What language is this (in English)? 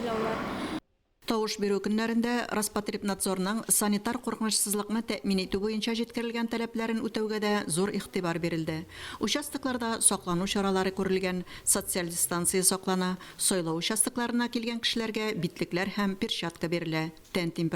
Tatar